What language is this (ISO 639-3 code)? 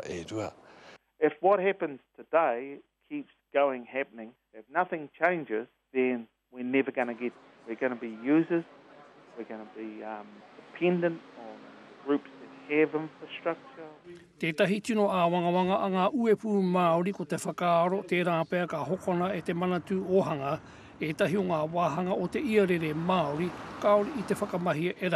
mri